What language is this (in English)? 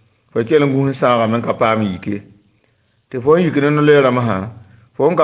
Mossi